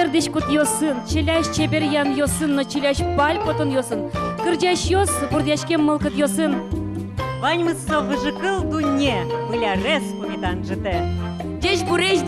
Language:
Udmurt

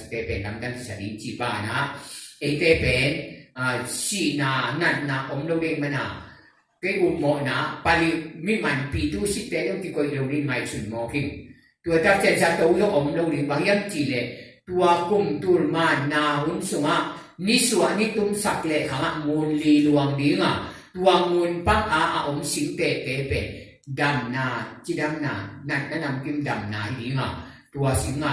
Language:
Tedim Chin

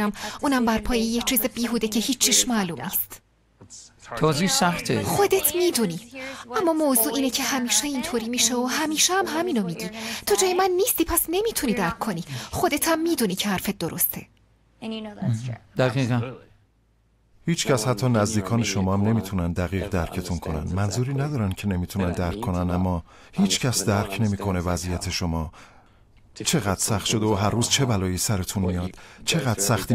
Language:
Persian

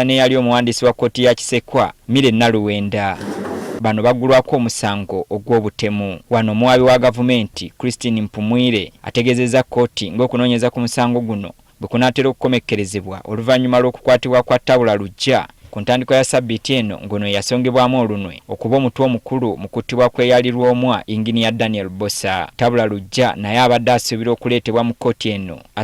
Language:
Ganda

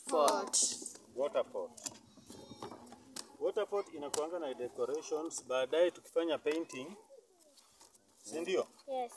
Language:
Swahili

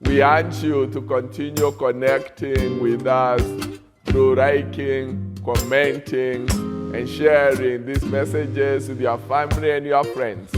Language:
Kikuyu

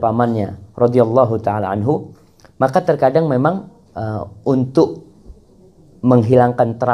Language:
Indonesian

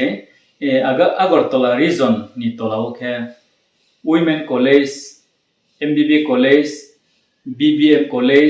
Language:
Riang (India)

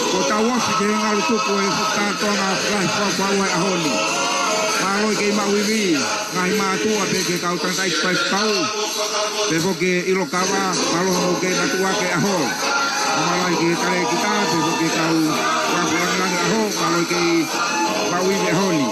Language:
Tongan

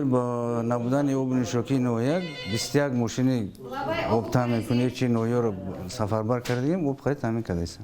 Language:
Tajik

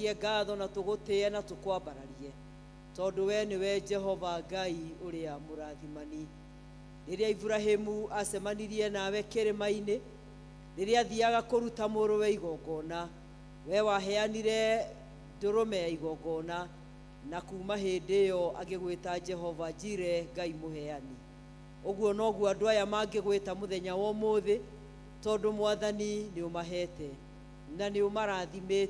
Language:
Kikuyu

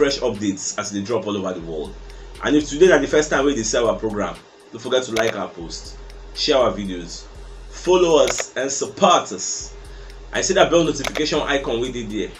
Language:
Nigerian Pidgin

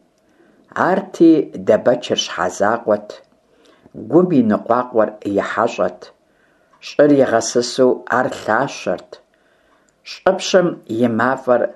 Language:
Kabardian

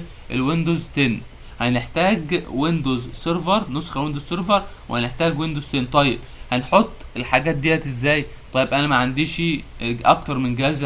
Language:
Egyptian Arabic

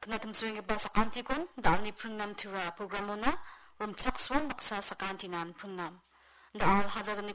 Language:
Garo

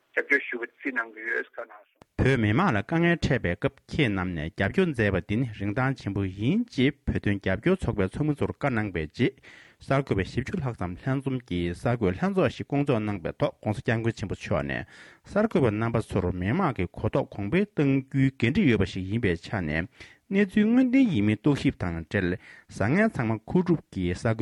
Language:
Tibetan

